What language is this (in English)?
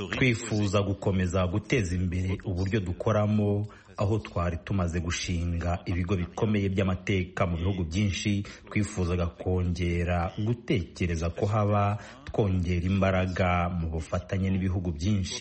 Kinyarwanda